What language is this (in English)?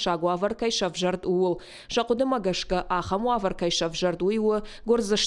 Ossetic